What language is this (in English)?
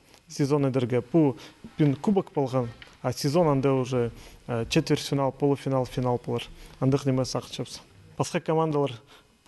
Khakas